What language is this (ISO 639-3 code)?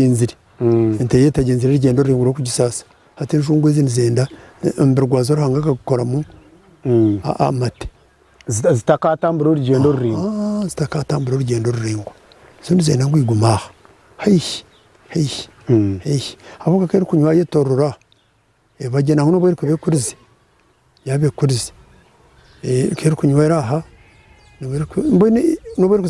nyn